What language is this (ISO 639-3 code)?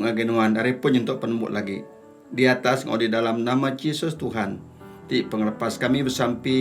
iba